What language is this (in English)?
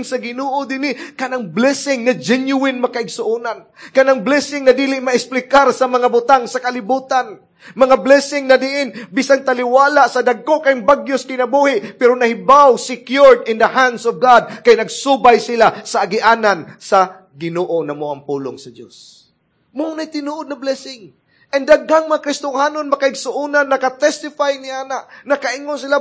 Cebuano